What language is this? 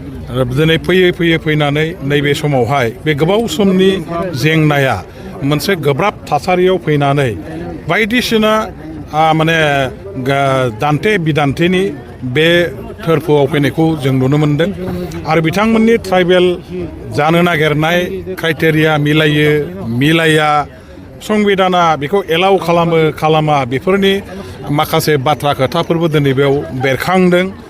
Bodo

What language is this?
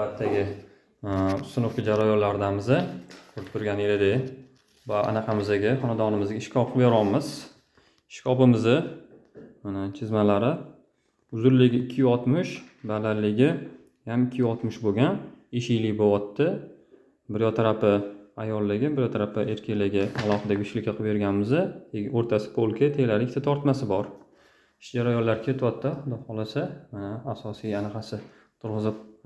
Uzbek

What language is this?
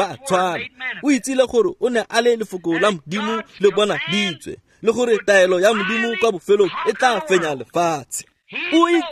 Tswana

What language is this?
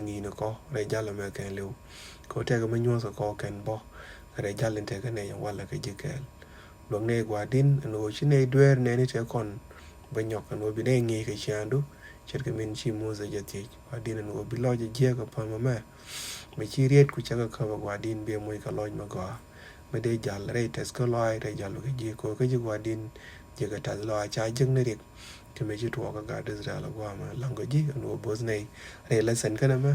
Nuer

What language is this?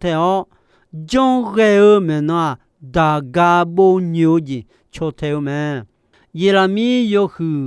Akha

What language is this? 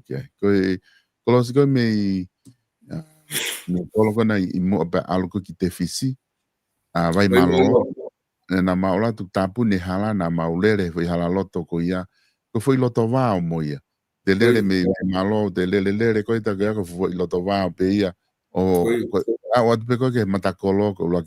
Tongan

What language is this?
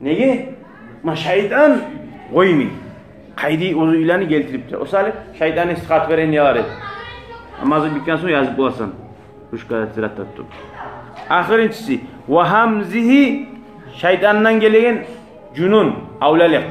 Kumyk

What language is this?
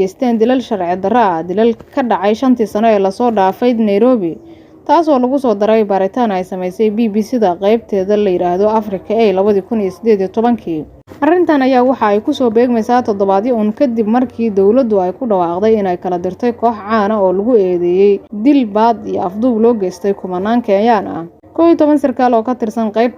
Somali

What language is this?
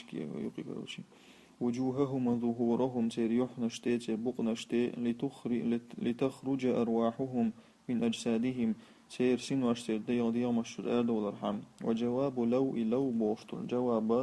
Chechen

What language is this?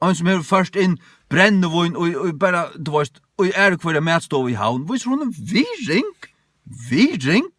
Faroese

